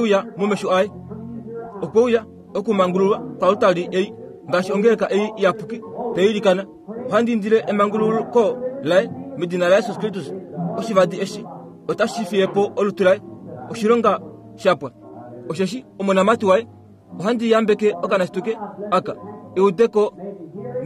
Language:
Kuanyama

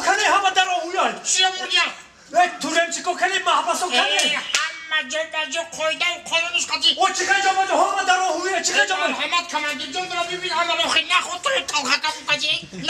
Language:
Tajik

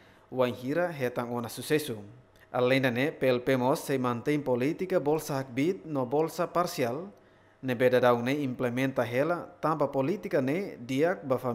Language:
Tetum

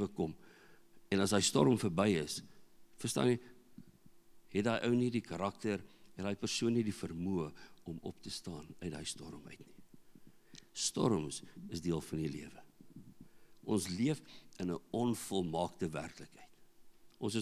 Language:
Afrikaans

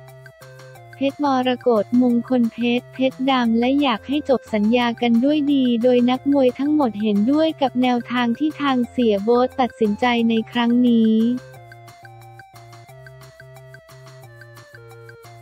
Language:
Thai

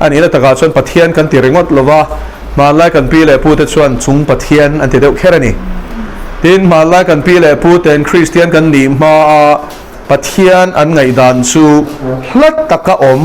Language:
Mizo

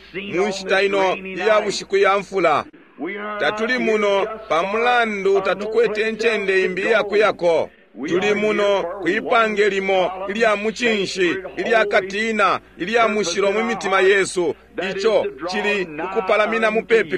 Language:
Bemba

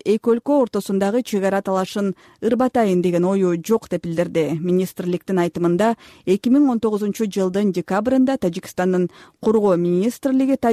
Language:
Kyrgyz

